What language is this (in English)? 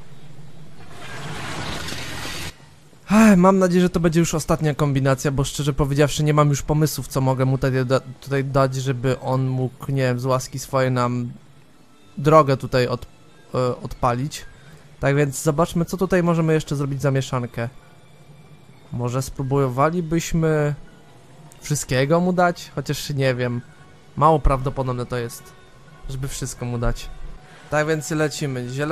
Polish